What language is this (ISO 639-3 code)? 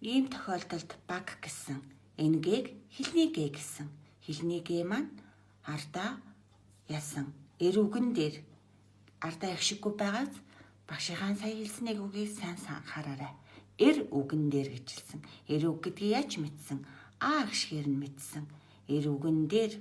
mon